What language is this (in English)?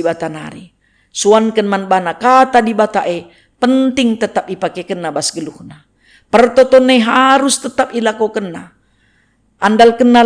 Batak Karo